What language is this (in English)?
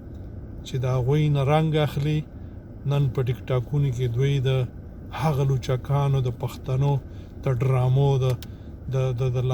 Pashto